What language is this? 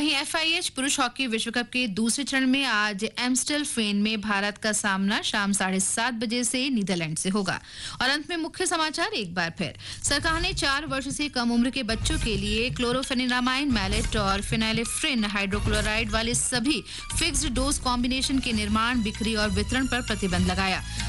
Hindi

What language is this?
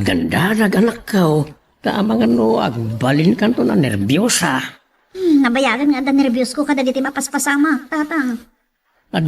Iloko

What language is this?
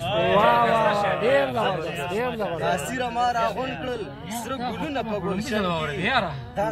Pashto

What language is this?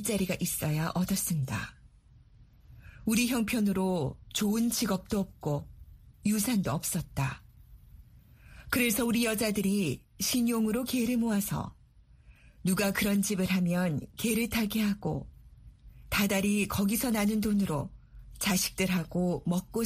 Korean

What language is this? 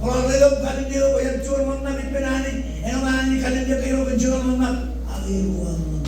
Marshallese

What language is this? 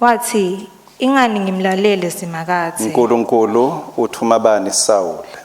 Swati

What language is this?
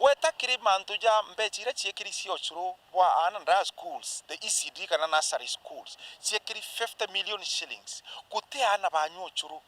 Meru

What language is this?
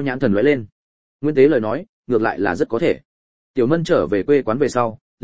Vietnamese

